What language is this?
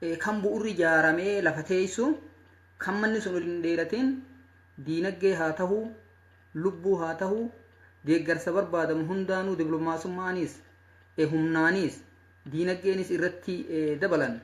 Oromo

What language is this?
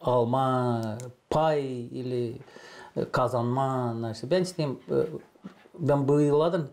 Gagauz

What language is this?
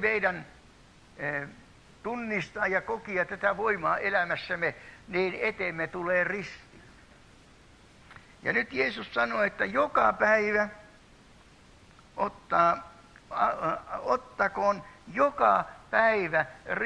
Finnish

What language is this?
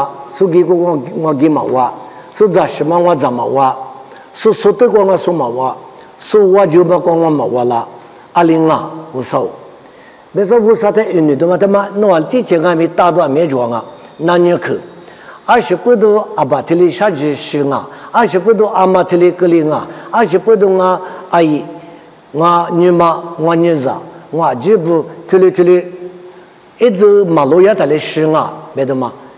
Lisu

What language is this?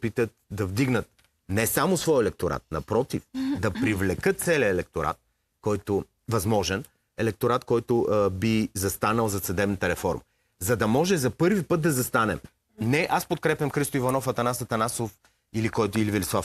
Bulgarian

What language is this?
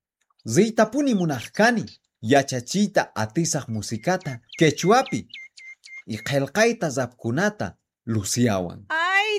South Bolivian Quechua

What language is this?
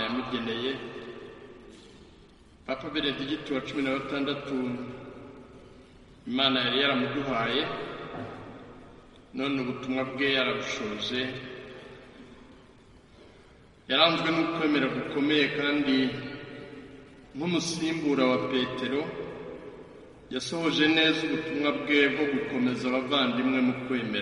Kinyarwanda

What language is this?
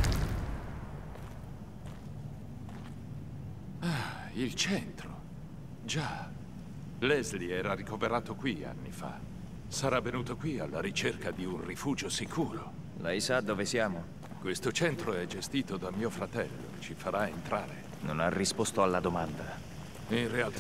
Italian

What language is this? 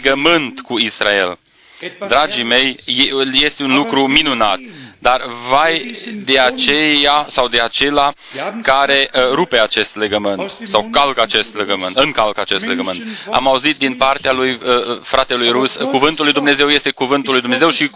Romanian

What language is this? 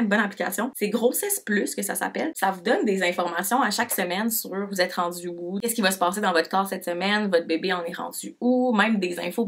French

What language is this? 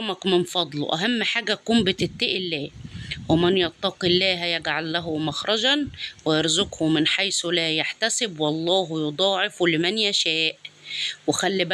Egyptian Arabic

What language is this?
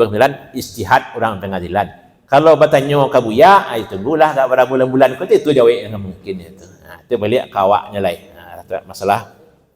Minangkabau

